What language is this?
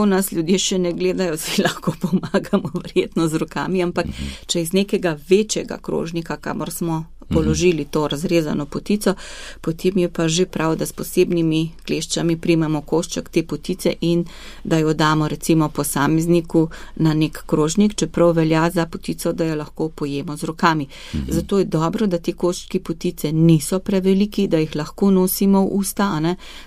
Slovenian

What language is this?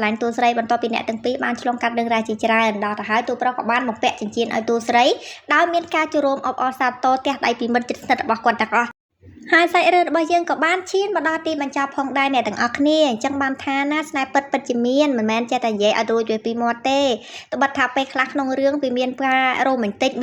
Khmer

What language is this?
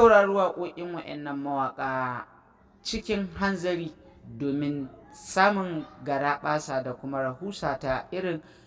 Hausa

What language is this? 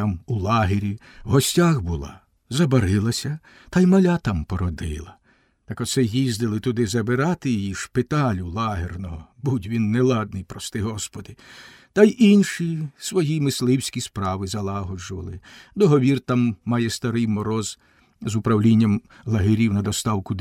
Ukrainian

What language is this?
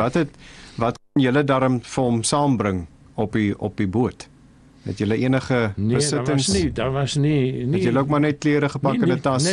Afrikaans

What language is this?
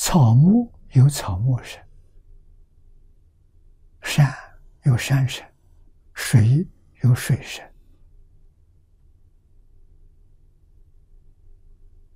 Chinese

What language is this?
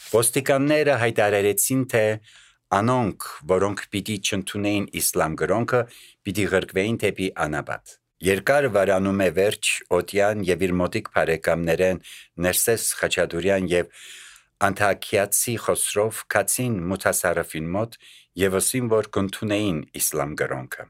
Armenian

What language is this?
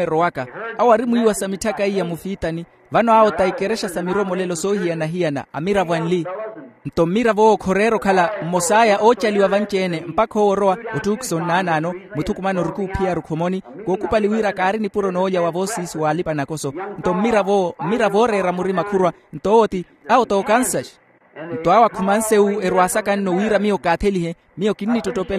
Makhuwa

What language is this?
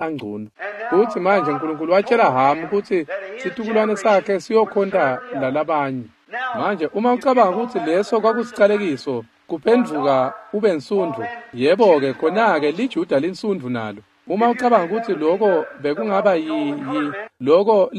Swati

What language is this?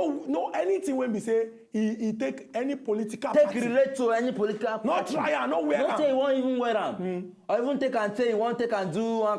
Nigerian Pidgin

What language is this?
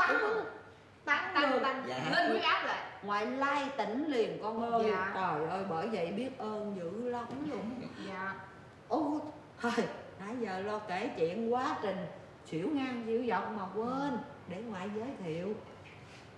Vietnamese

